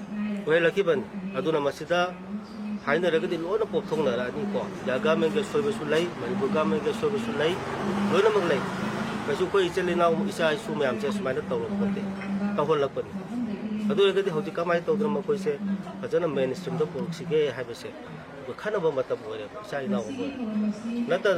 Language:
Manipuri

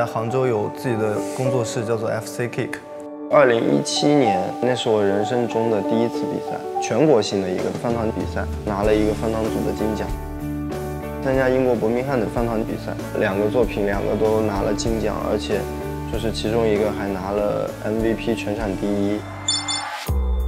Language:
Chinese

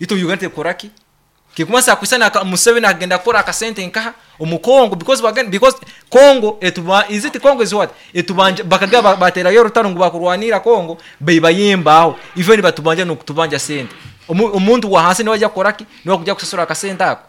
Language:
Nyoro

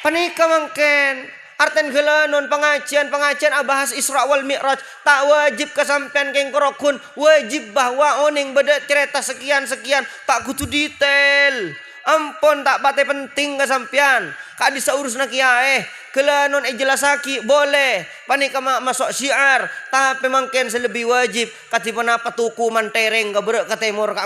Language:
Madurese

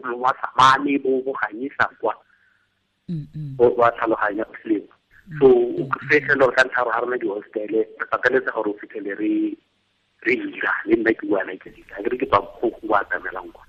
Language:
Tswana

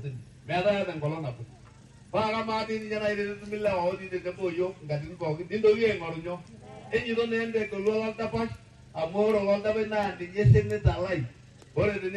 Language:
Masai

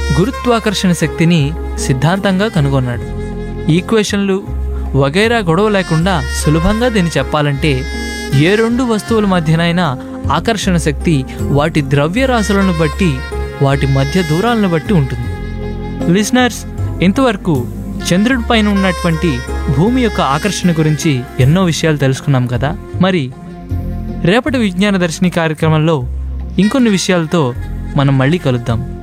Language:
Telugu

